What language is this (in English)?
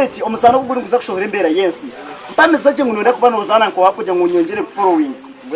Nyankole